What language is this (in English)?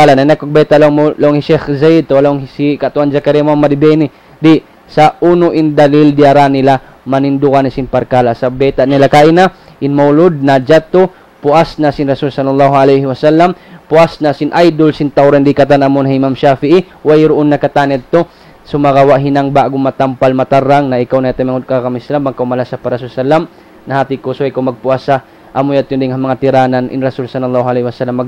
Tausug